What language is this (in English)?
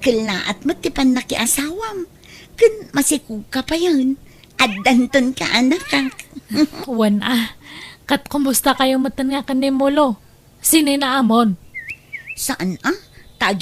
Iloko